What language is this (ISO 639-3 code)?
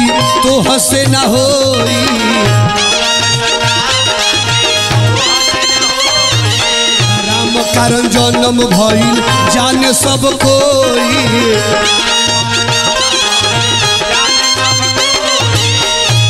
bho